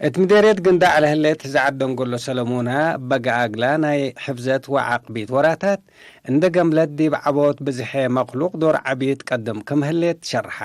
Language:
Tigre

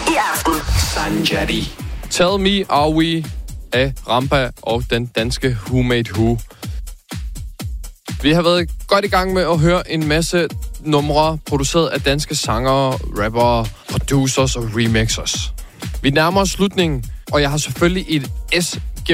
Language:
Danish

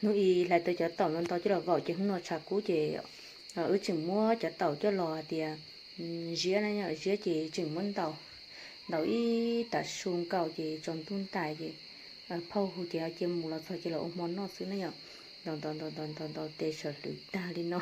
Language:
Hmong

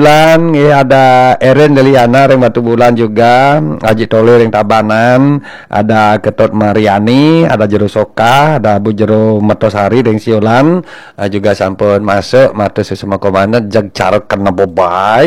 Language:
Balinese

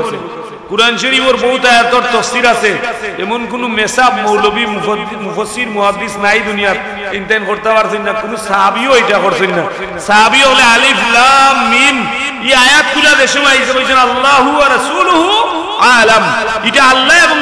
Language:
Sylheti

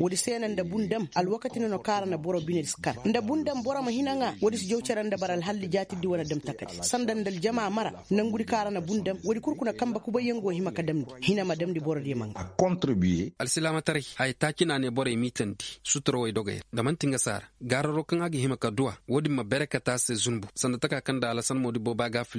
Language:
Koyraboro Senni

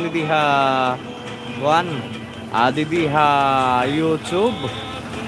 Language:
Waray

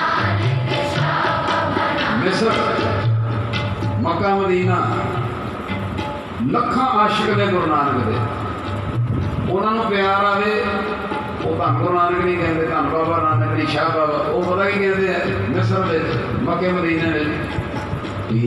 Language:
Punjabi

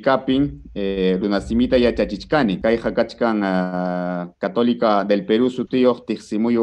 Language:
Ayacucho Quechua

